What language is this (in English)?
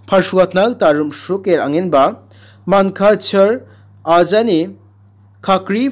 Garo